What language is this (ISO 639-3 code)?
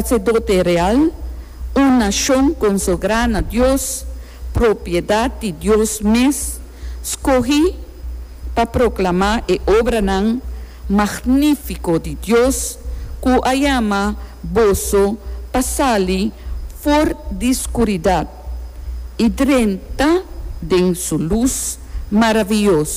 pap